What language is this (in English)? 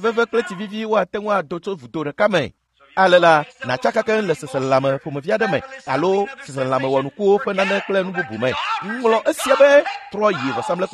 Ewe